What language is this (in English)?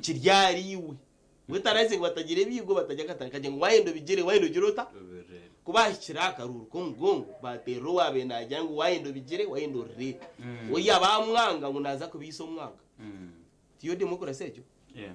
Nyankole